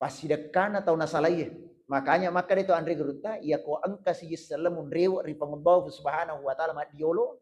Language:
Buginese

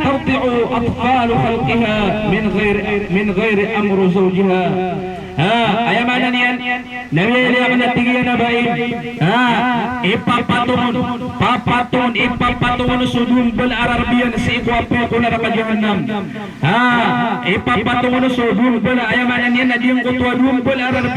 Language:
Maranao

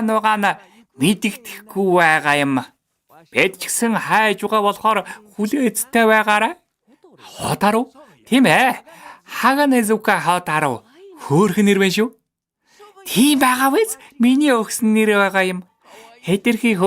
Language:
Mongolian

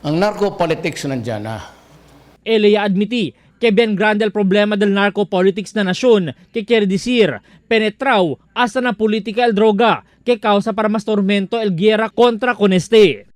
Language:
Chavacano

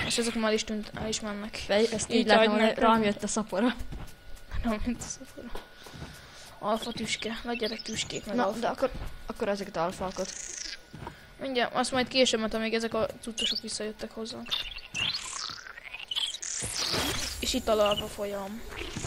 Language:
Hungarian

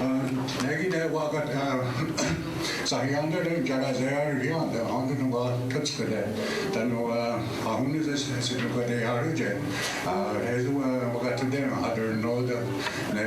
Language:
Mohawk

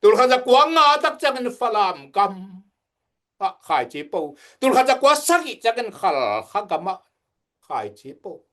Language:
Tedim Chin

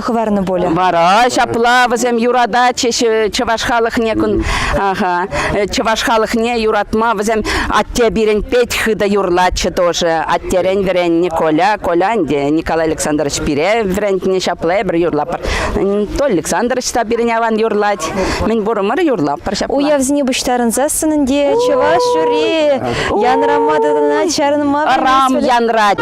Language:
Chuvash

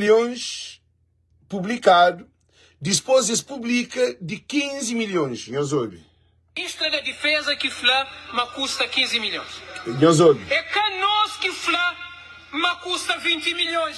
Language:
Kabuverdianu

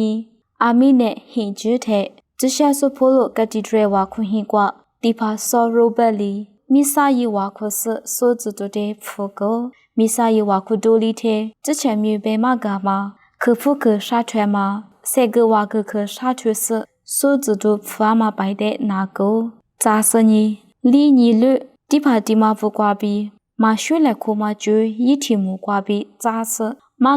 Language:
Lisu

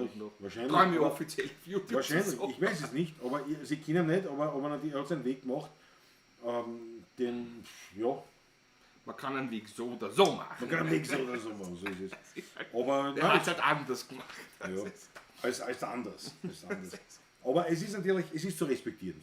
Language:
Bavarian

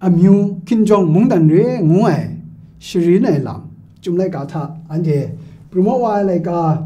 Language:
Kachin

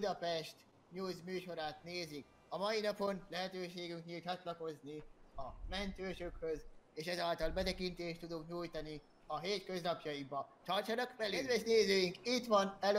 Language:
Hungarian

